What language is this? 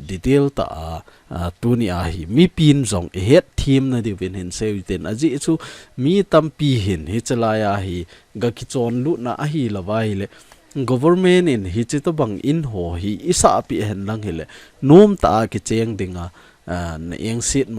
Thado Chin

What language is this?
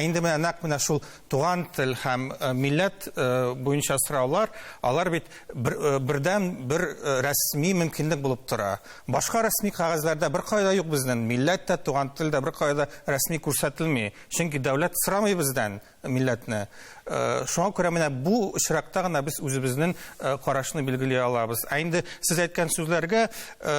Tatar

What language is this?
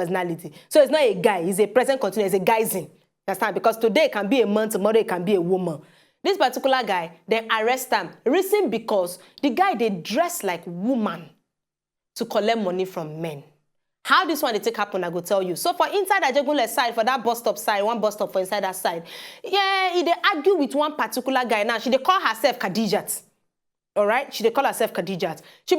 Nigerian Pidgin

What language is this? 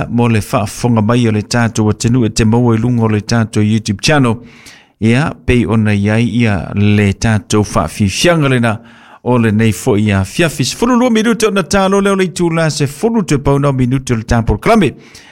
Samoan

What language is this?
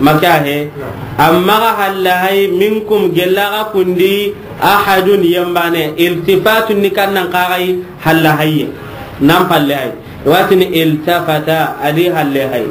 Soninke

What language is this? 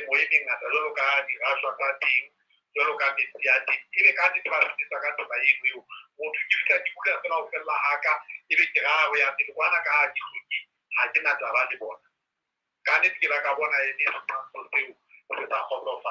Southern Sotho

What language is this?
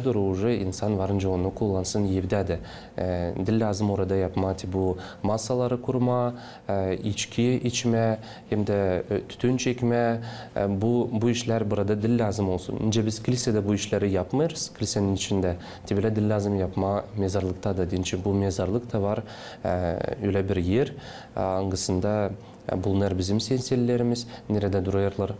Gagauz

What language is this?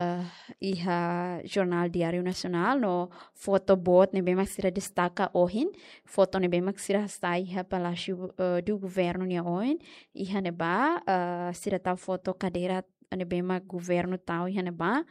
Tetum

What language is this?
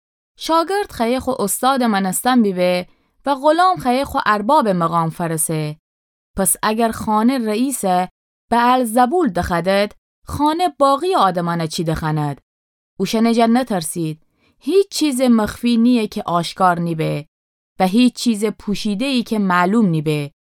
Gilaki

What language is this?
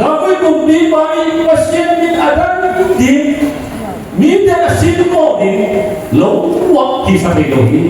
Tedim Chin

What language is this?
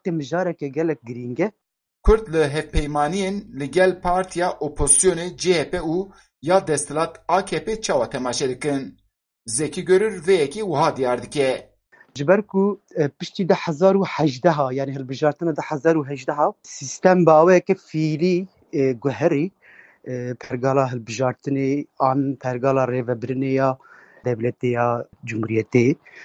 Kurdish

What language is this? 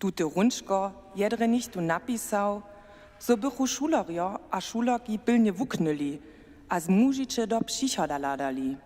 Upper Sorbian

